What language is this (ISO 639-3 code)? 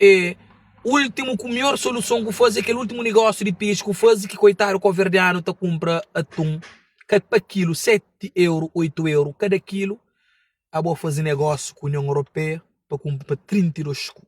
kea